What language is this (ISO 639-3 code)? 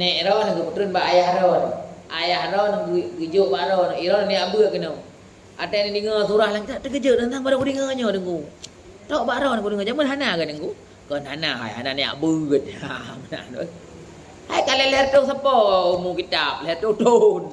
ace